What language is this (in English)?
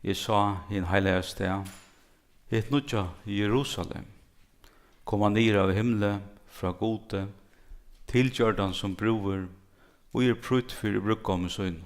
Faroese